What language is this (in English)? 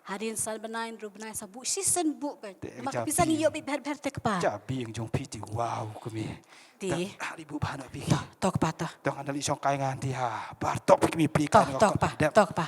Khasi